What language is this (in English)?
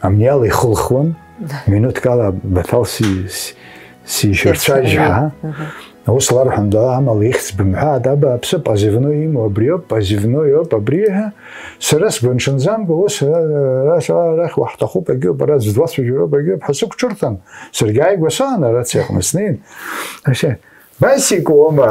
Abkhazian